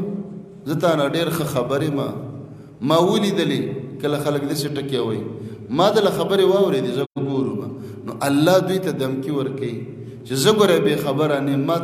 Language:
Pashto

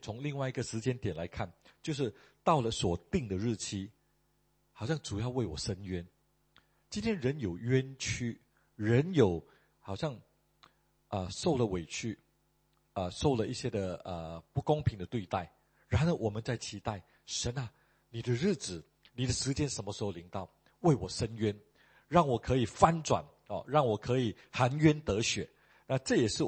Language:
Chinese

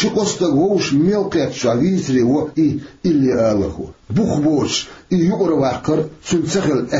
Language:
Chechen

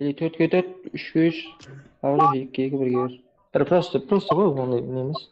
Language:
Kara-Kalpak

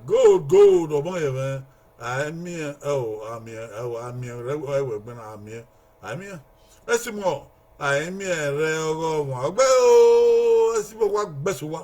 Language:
Bini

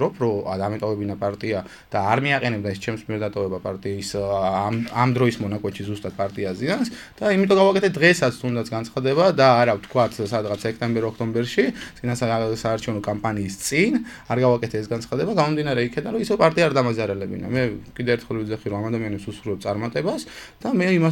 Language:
Georgian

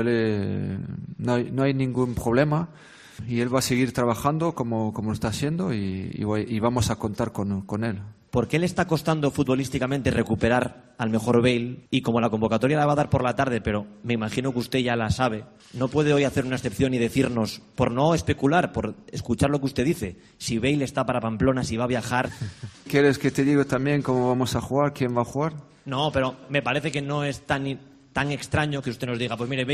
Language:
Spanish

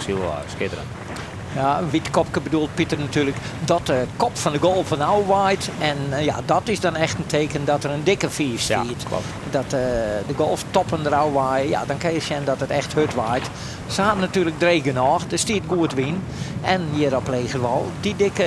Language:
Western Frisian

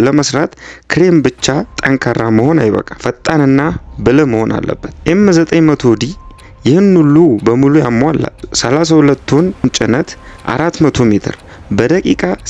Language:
Amharic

